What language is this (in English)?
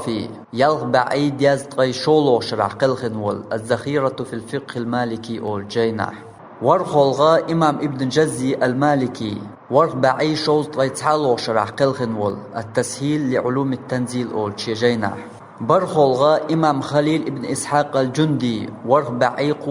Chechen